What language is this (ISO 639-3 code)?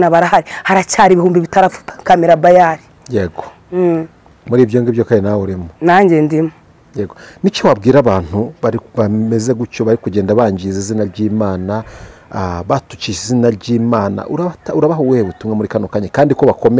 kin